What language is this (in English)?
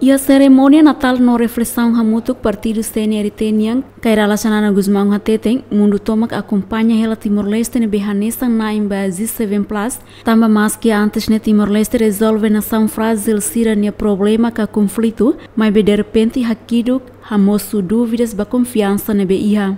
Tetum